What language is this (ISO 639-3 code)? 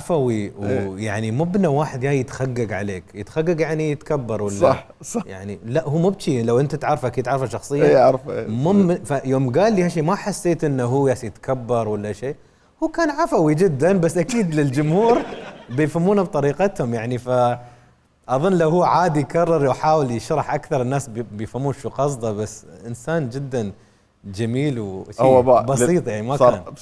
acm